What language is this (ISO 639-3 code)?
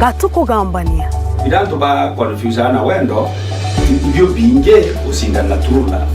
mer